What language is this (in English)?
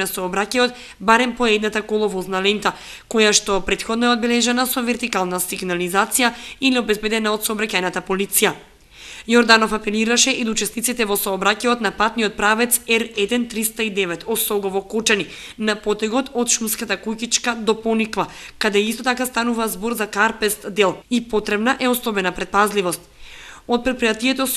Macedonian